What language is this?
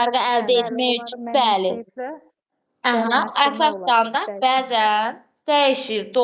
Azerbaijani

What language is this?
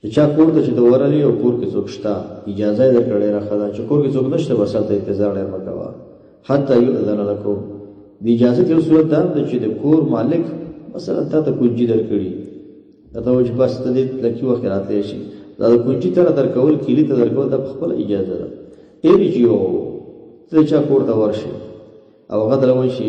Pashto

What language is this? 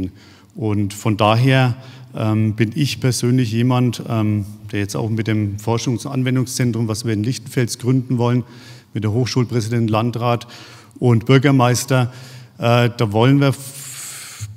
German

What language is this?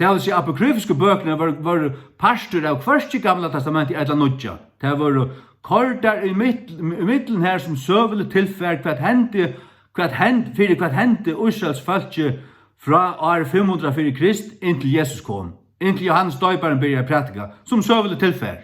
Faroese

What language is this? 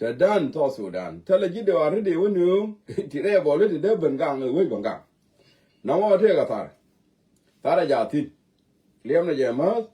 Nuer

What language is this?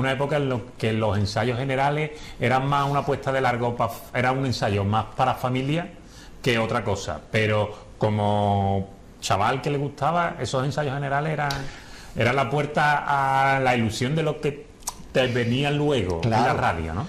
Spanish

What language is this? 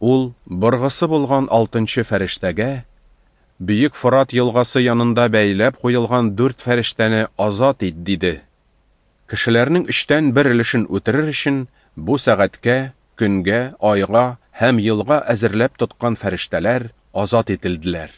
Tatar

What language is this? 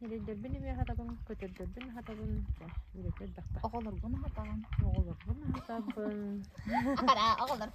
Yakut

